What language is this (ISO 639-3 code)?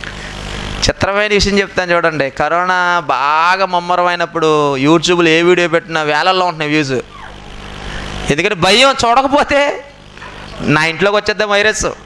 tel